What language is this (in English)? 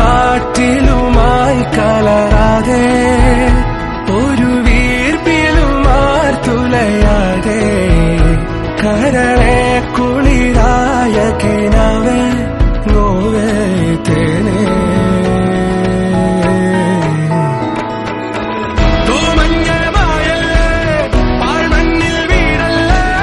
Malayalam